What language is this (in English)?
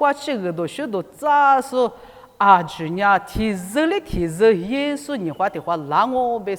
Lisu